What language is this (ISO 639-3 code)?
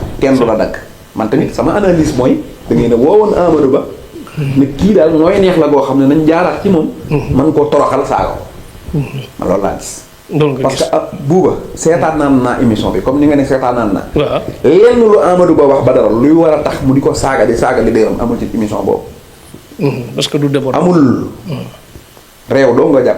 wol